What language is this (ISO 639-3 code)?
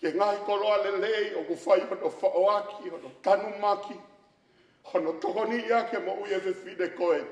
ton